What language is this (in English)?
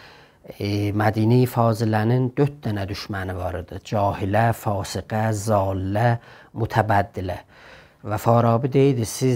South Azerbaijani